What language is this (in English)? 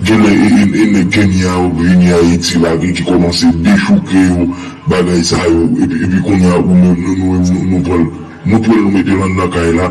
Haitian Creole